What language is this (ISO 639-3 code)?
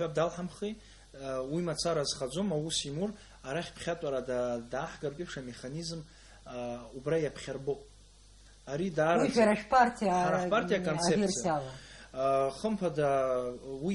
abk